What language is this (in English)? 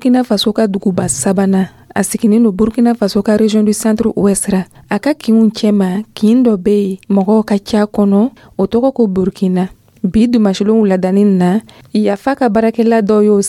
Dyula